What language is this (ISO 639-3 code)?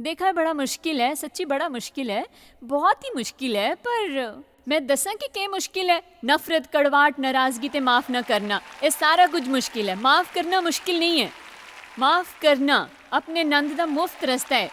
doi